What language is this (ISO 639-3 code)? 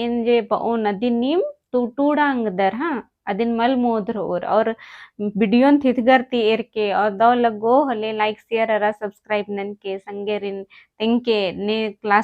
kru